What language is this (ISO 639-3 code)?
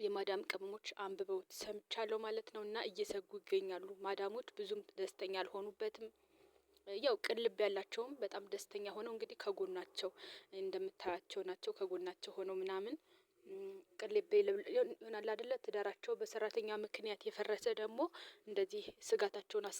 amh